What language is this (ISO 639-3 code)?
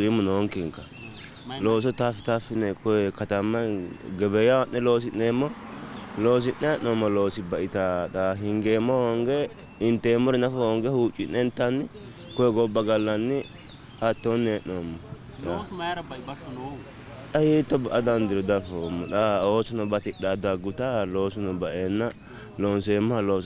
sid